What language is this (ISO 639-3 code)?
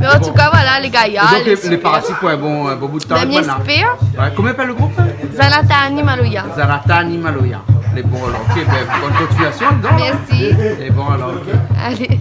rcf